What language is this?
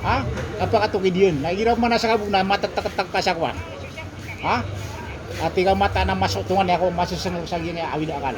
Maranao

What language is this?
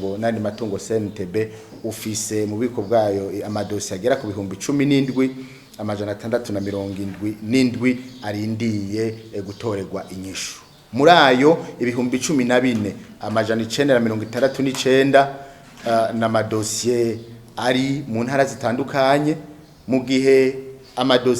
Rundi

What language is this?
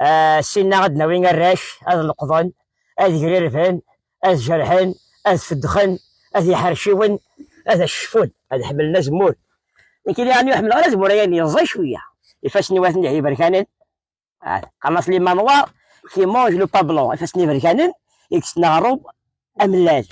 Kabyle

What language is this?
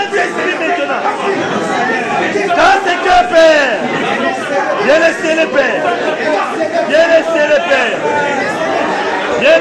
French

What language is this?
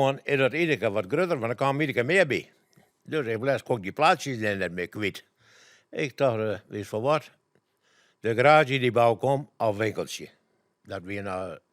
Western Frisian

